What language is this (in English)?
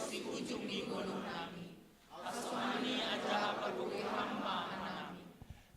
Batak Simalungun